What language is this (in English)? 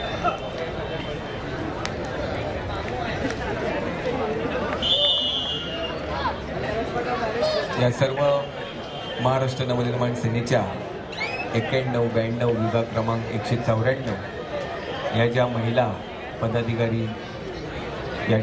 Marathi